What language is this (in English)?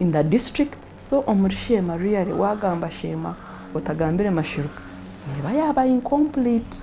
Nyankole